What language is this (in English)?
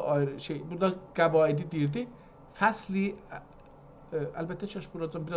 South Azerbaijani